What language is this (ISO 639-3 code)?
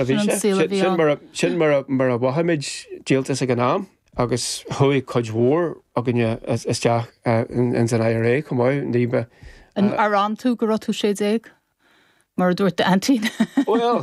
gle